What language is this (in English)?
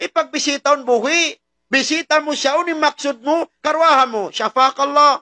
Tausug